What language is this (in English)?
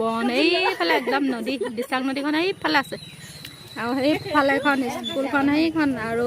Assamese